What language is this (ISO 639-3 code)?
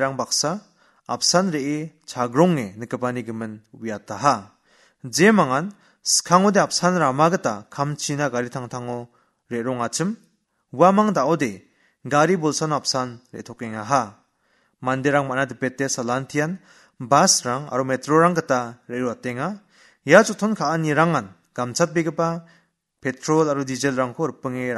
grt